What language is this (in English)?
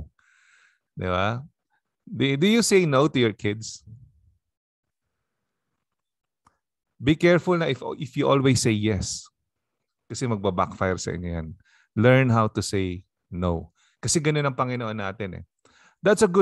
Filipino